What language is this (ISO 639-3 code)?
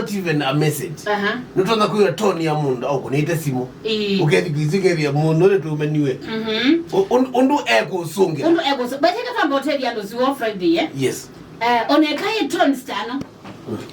kam